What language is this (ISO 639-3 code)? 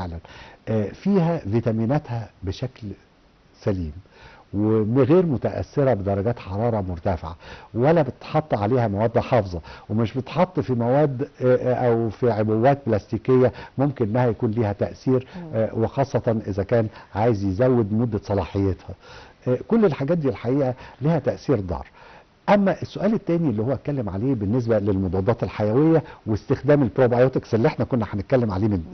arz